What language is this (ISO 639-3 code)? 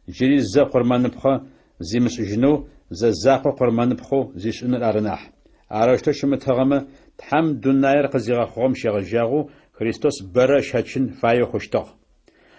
ady